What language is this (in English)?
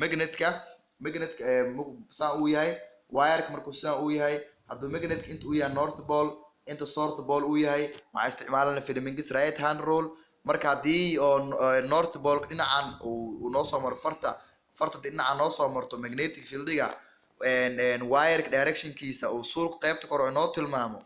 Somali